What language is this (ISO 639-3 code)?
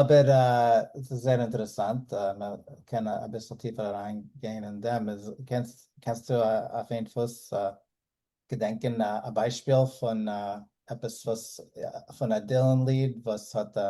yid